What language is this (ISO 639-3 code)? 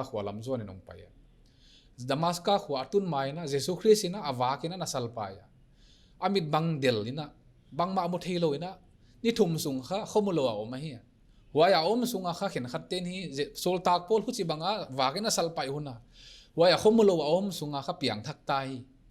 pck